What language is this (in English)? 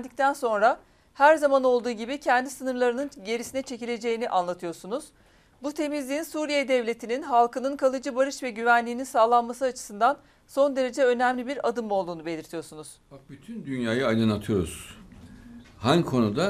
Turkish